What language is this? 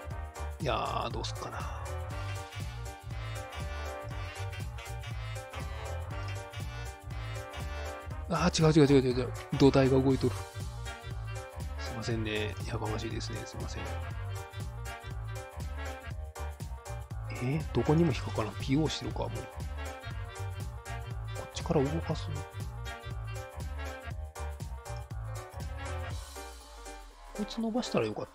Japanese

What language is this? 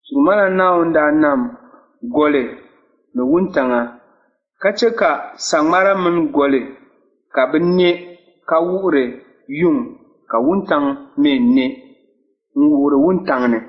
Dagbani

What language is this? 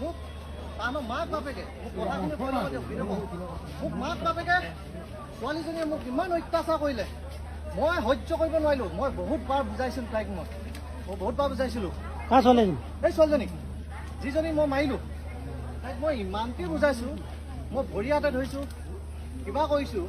Assamese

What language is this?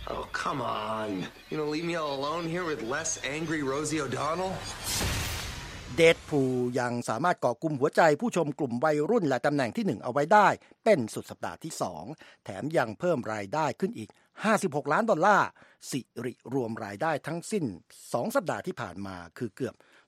Thai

